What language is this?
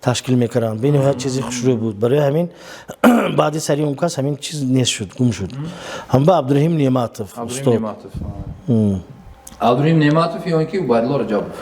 Tajik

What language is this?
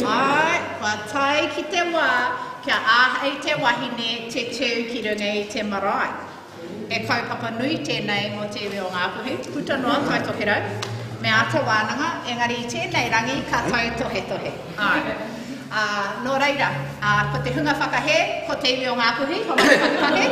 Māori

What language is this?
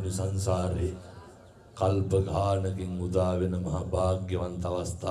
Sinhala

